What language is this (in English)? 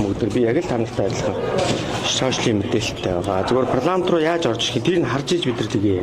Mongolian